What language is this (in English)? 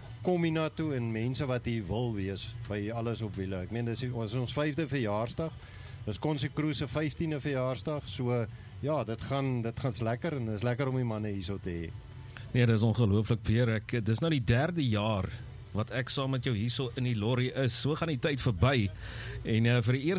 Afrikaans